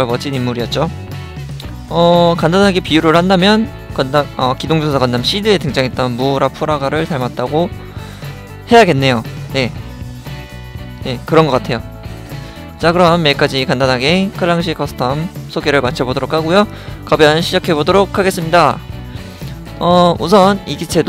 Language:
Korean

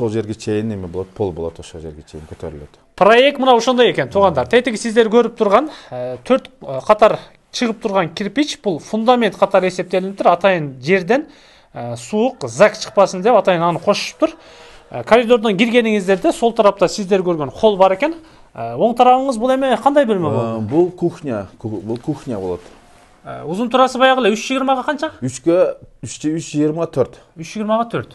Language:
Kyrgyz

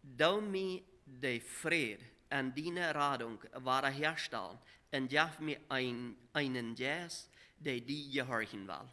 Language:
Plautdietsch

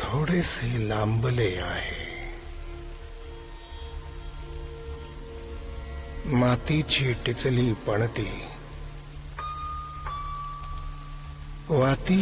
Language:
Marathi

